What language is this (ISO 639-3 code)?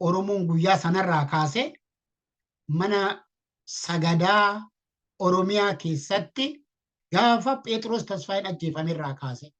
orm